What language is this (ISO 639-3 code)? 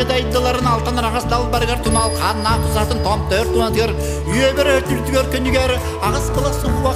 sah